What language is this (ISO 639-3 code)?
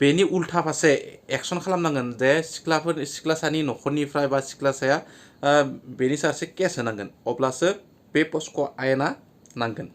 brx